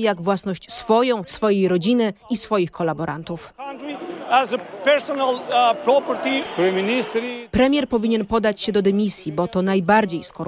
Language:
Polish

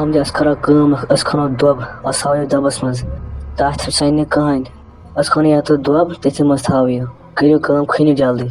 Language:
Kashmiri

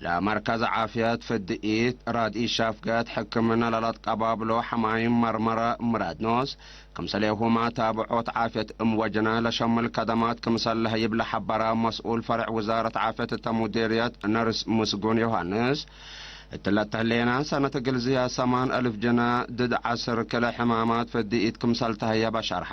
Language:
Tigre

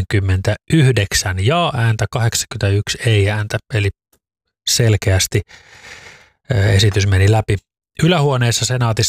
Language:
Finnish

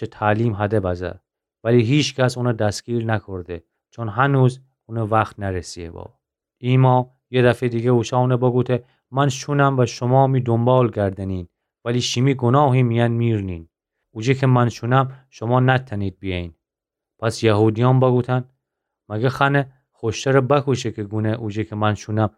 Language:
Gilaki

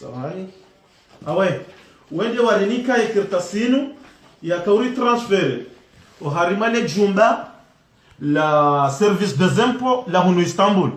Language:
Ngazidja Comorian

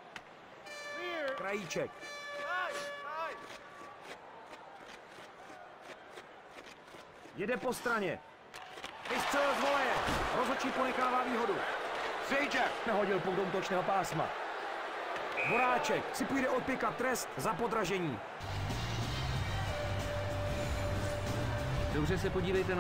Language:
Czech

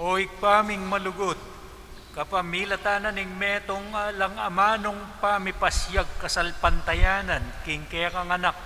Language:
Pampanga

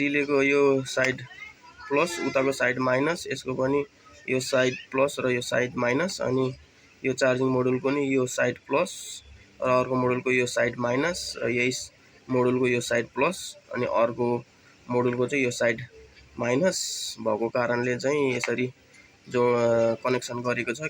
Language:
Nepali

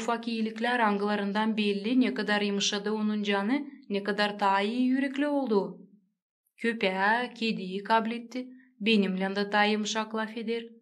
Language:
Gagauz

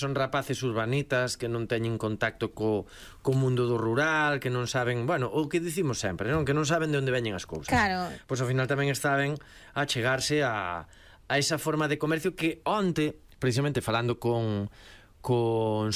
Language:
Galician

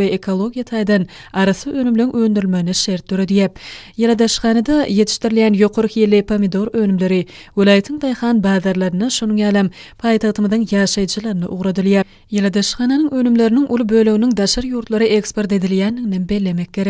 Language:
Turkmen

